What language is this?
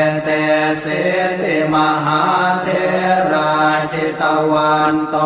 Pali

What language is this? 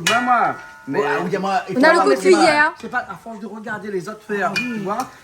Réunion Creole French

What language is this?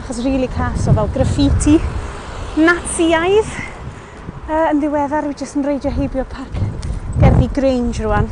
Welsh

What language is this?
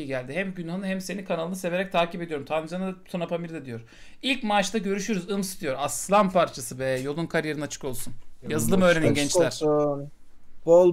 Turkish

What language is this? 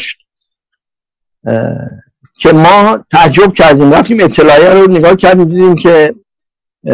Persian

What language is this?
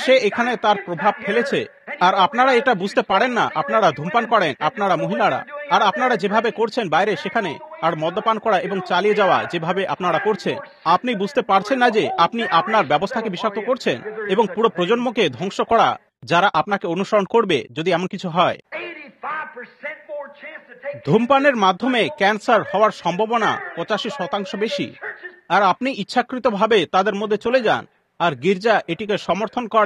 Bangla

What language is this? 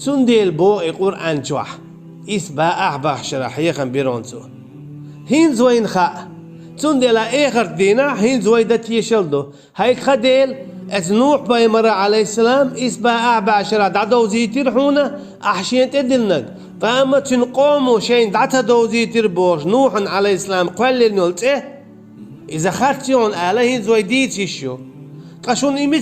Chechen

